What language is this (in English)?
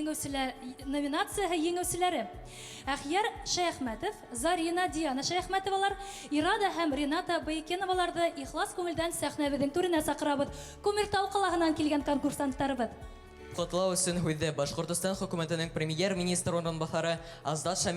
Bashkir